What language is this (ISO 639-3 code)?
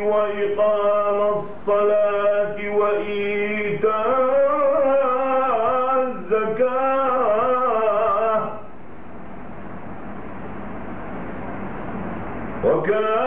ara